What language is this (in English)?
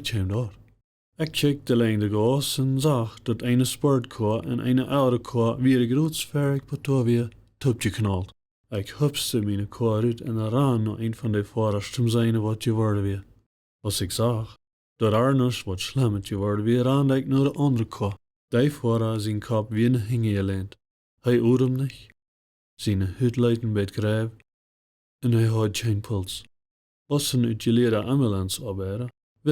Plautdietsch